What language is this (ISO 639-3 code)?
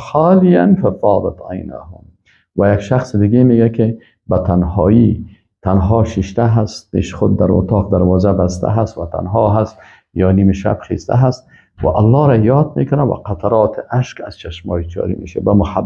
fas